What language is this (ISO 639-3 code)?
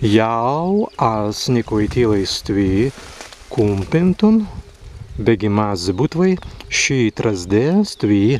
prg